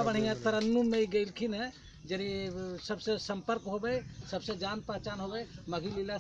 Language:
Magahi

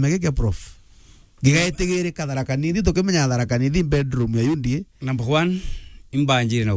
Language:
Meru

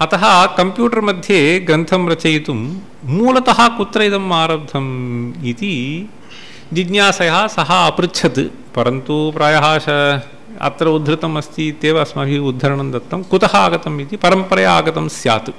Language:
Sanskrit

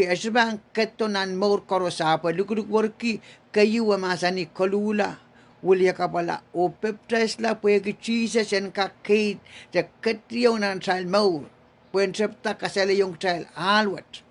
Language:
Pohnpeian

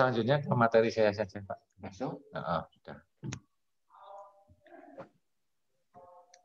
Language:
Indonesian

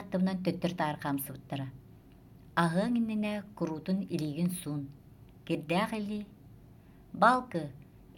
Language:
Yakut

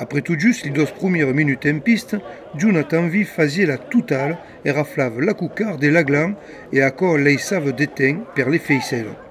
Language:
Occitan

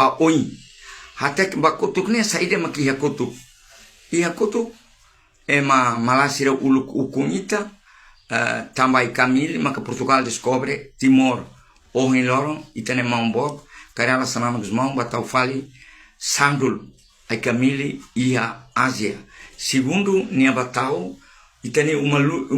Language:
Tetum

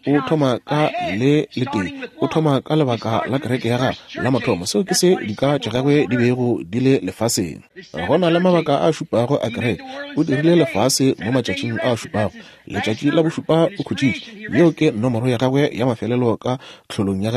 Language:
Northern Sotho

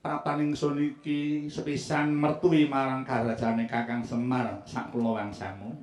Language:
Javanese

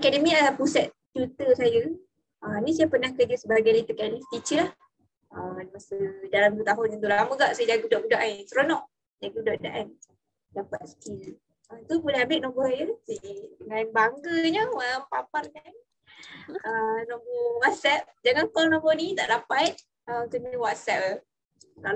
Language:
Malay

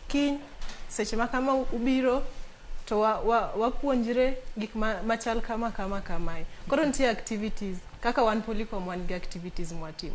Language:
Luo (Kenya and Tanzania)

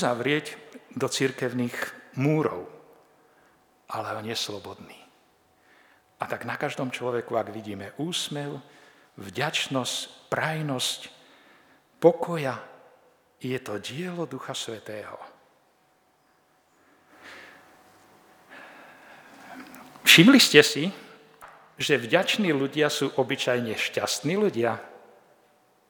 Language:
Slovak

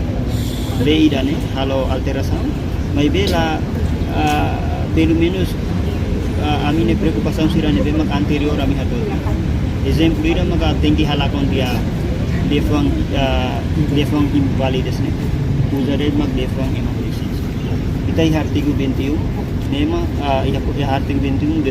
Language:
Tetum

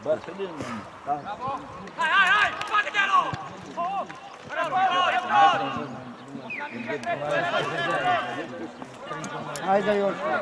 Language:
Romanian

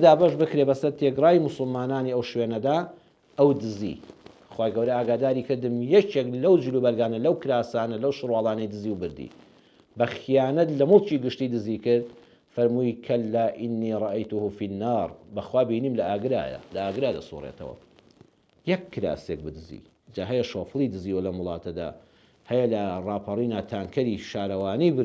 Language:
Central Kurdish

